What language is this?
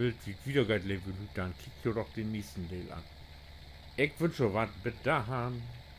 Low German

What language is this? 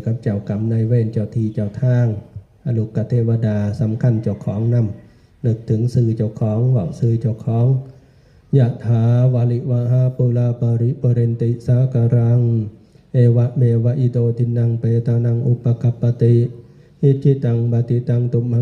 Northeastern Thai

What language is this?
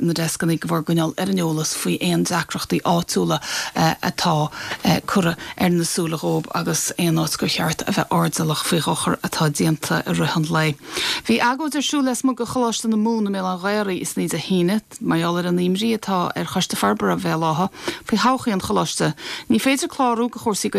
Irish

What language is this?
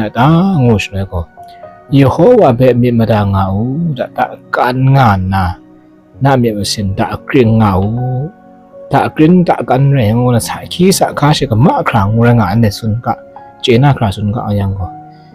Kachin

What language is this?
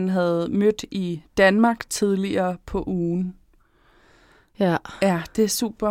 Danish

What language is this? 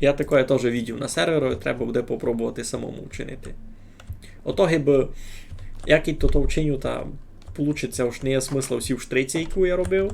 Rusyn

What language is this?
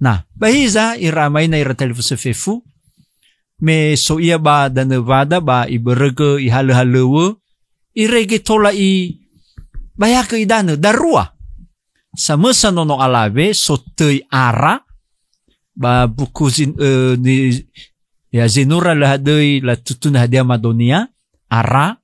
Nias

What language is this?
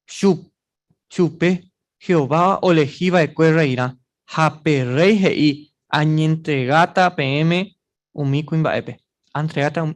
Guarani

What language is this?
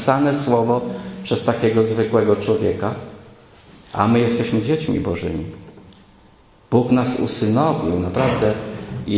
Polish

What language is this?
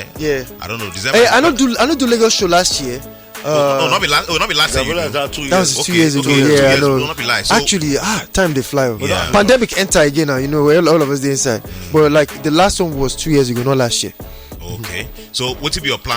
Nigerian Pidgin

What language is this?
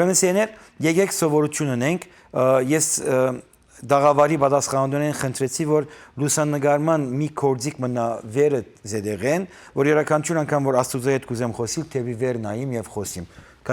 Western Armenian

